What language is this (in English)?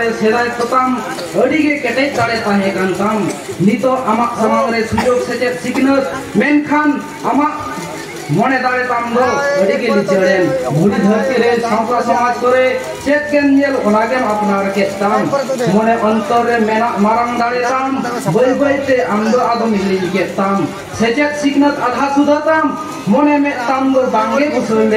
Santali